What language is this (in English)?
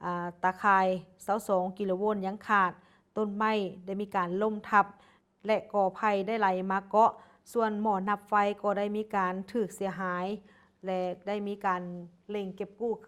Lao